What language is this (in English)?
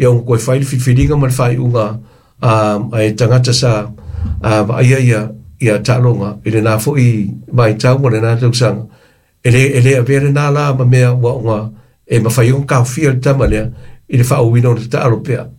Samoan